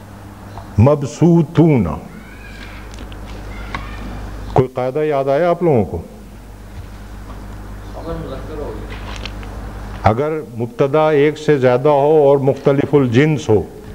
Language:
Urdu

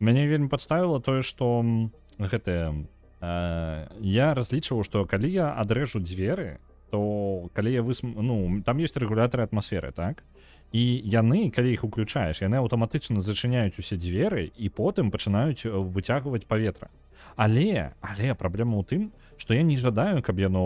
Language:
Belarusian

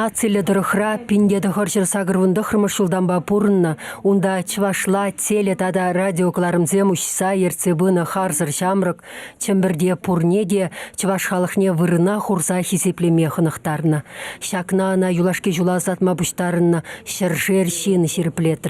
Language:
Chuvash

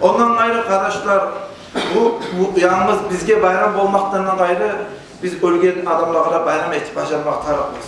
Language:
Kumyk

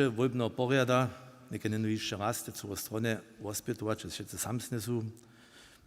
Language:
Upper Sorbian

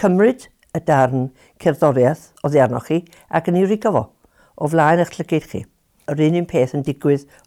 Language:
Welsh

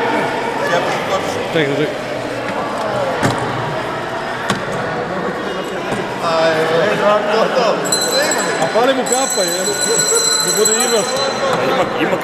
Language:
Croatian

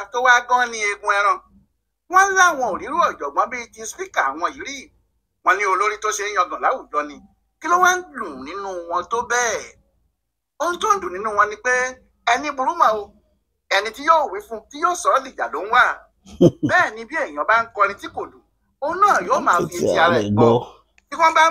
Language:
Yoruba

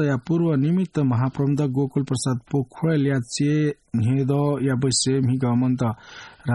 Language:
Newari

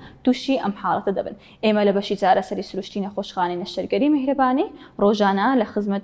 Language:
Central Kurdish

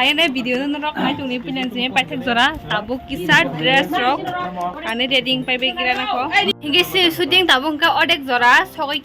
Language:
Kok Borok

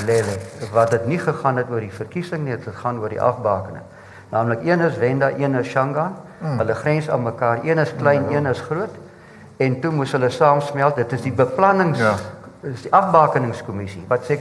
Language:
Afrikaans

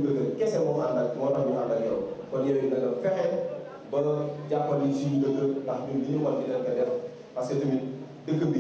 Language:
Wolof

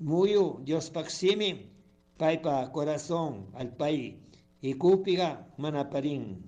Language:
Chimborazo Highland Quichua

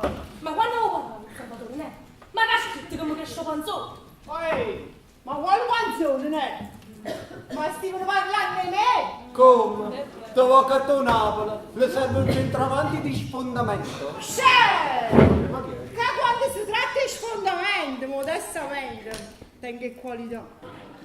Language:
Neapolitan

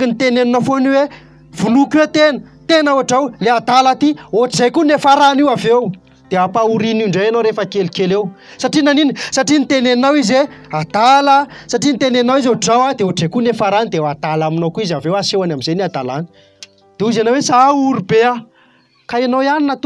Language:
Malagasy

